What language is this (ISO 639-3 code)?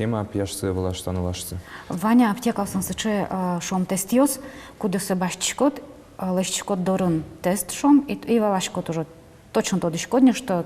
udm